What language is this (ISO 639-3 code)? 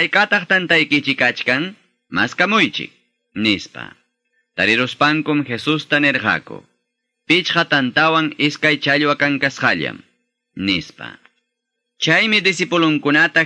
que